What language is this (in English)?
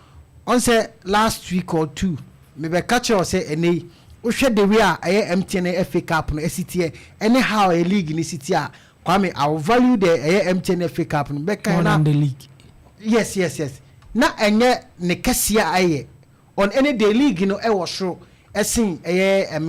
Akan